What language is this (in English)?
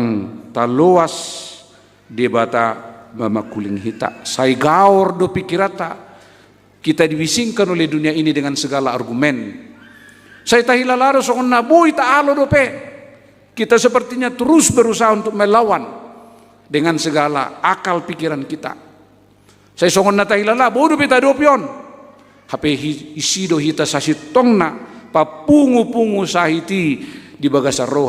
Batak Toba